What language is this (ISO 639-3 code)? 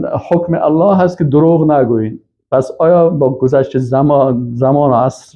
fas